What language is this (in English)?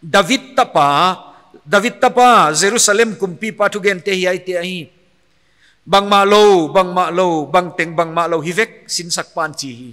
Paite Chin